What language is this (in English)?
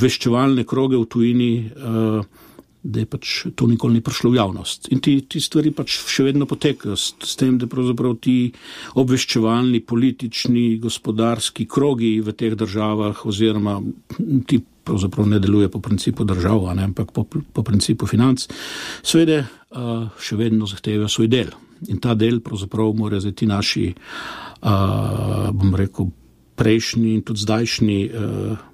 Slovenian